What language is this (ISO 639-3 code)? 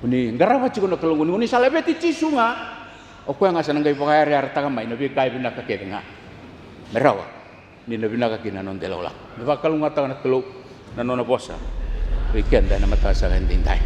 fij